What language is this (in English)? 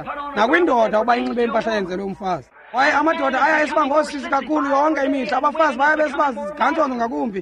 Xhosa